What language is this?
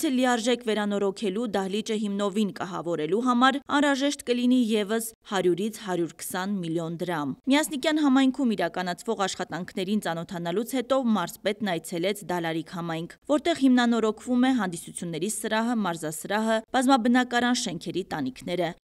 Armenian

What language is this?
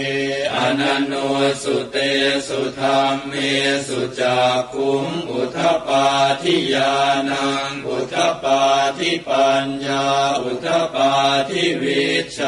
Pali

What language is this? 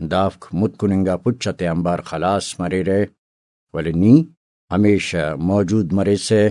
Brahui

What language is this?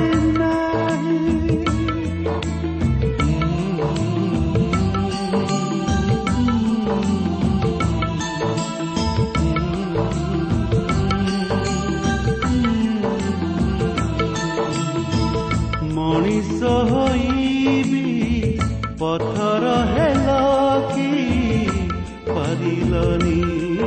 Odia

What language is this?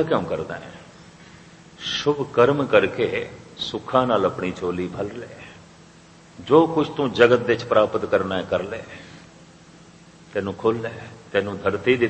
Punjabi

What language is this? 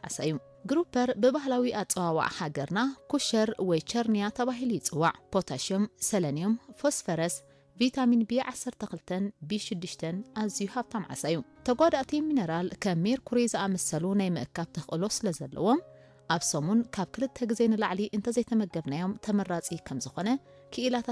Tigrinya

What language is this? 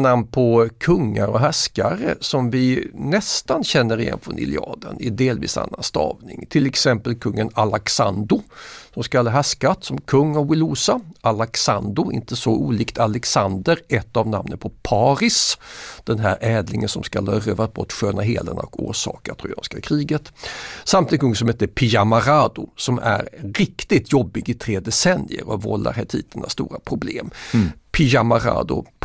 Swedish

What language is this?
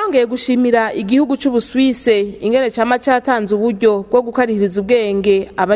Rundi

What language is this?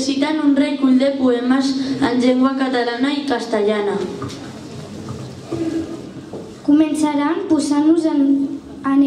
Catalan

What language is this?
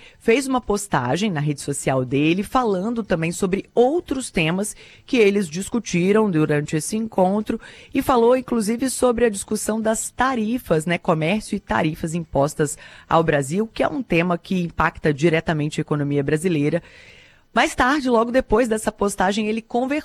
Portuguese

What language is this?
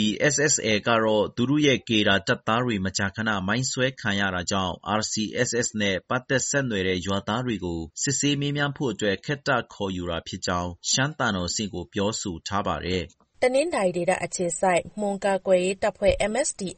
Burmese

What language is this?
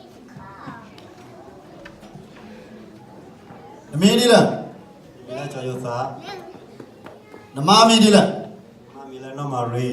S'gaw Karen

